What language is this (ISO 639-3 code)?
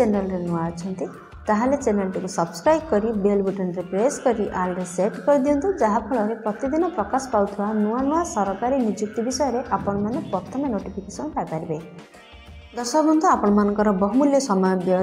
ori